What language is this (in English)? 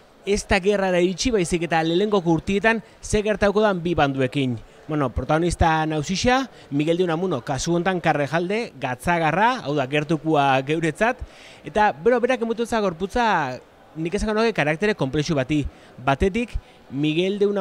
Basque